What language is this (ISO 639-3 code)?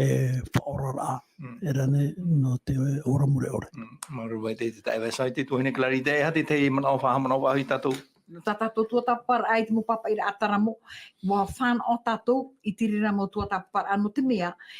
tah